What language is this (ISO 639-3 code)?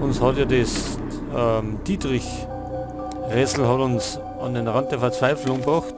bar